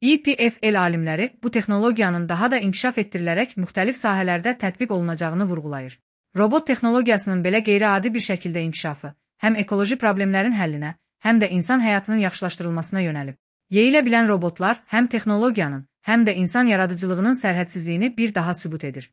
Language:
Azerbaijani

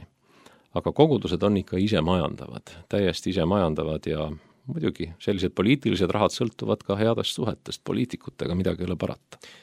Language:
Estonian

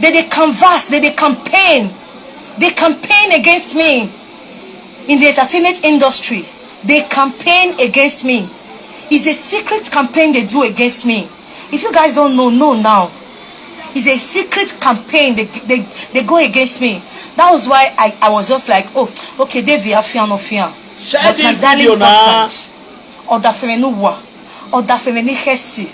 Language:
Nigerian Pidgin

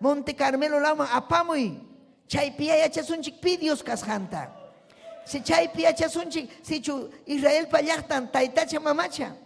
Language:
Ayacucho Quechua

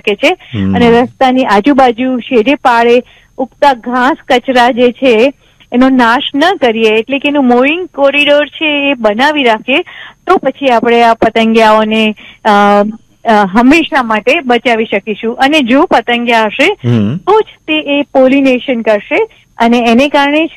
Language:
Gujarati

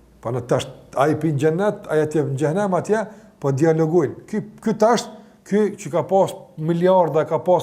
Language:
Albanian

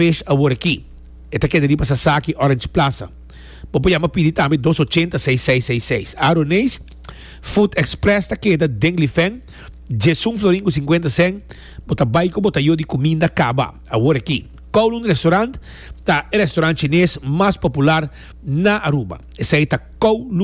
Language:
Papiamento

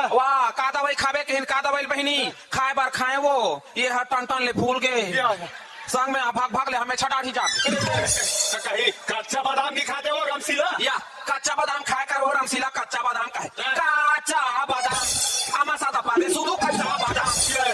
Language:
Chhattisgarhi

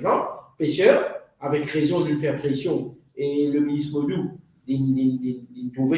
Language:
Morisyen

